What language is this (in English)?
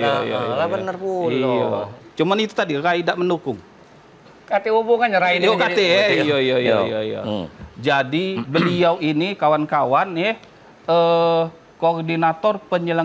Musi